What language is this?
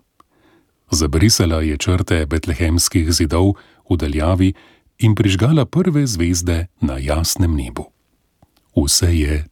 Slovenian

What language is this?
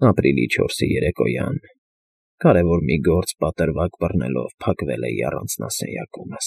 Armenian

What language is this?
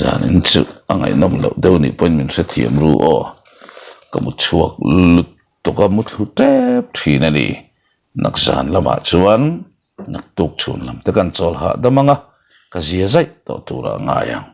Mizo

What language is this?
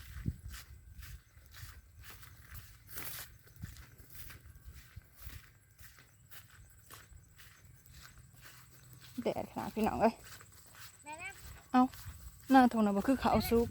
Northeastern Thai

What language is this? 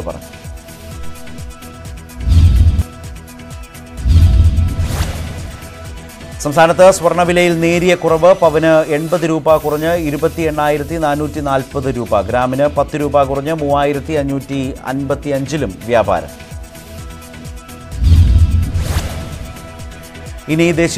Malayalam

